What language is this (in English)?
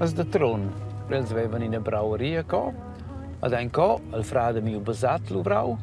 Romansh